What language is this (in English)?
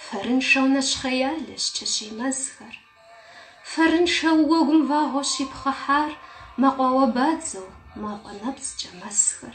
Kabardian